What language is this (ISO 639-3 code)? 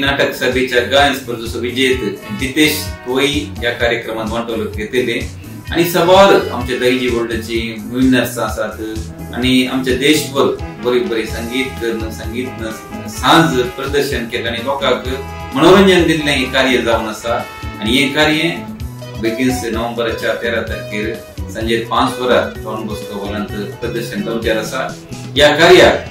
kok